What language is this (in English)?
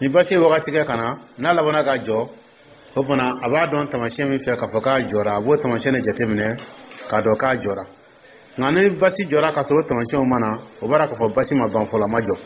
Dyula